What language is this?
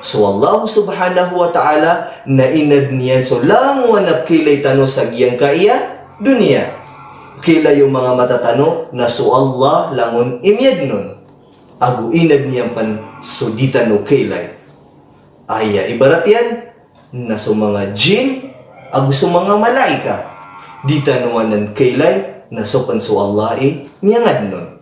Maranao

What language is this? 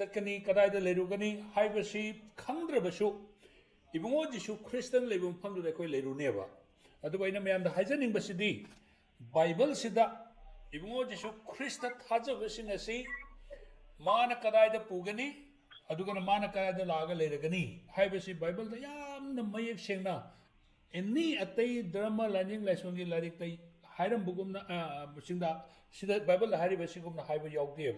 Manipuri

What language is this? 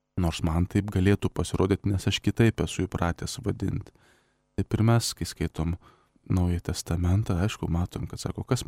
Lithuanian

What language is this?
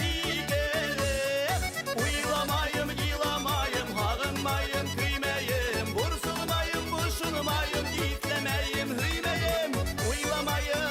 Bashkir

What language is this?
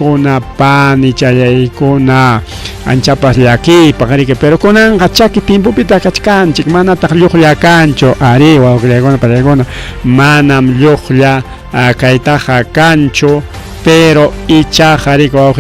Ayacucho Quechua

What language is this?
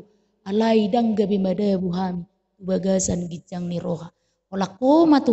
Batak Toba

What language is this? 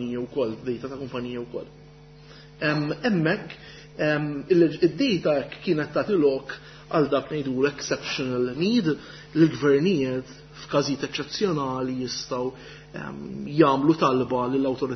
Maltese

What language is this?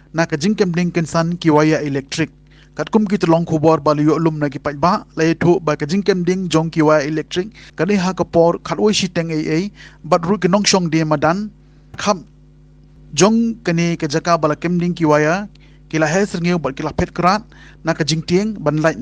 Khasi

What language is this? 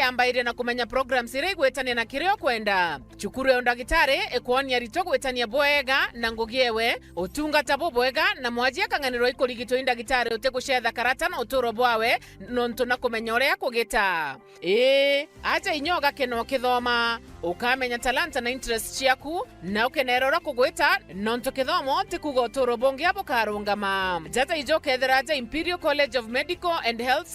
Meru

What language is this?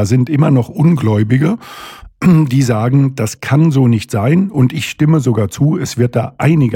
German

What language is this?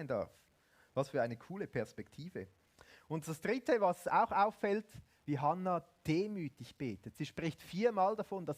Swiss German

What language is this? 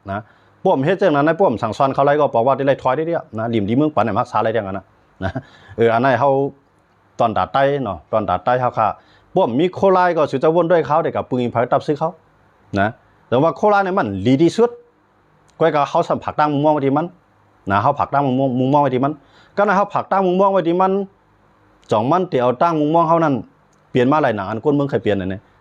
Shan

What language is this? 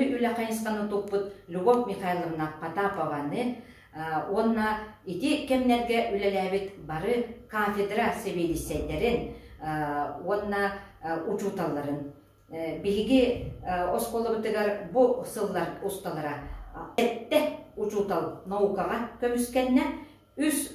Yakut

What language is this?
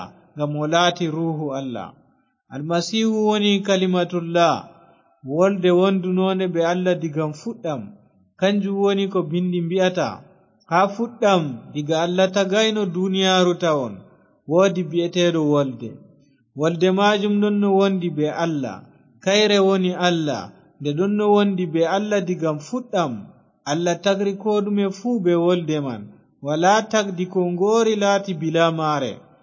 Fula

